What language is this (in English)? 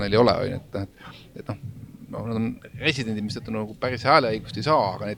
Estonian